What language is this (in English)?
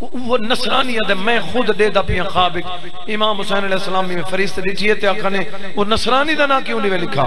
Saraiki